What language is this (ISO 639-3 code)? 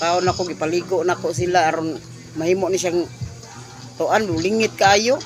ceb